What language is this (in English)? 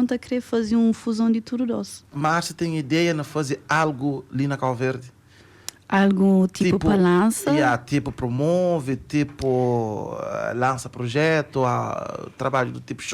Kabuverdianu